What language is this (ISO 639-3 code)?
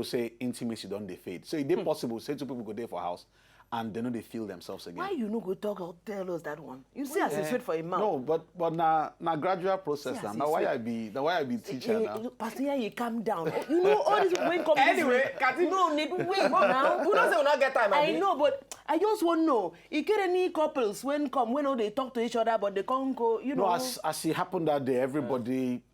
pcm